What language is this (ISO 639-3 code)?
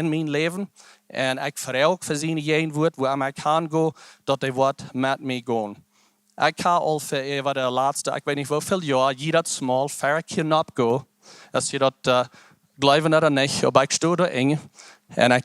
pdt